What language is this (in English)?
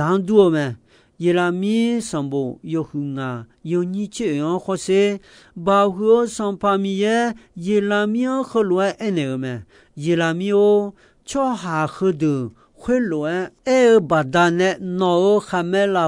Akha